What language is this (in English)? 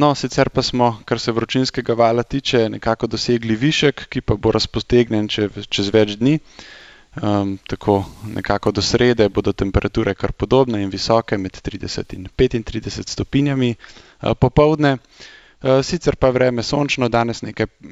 Slovenian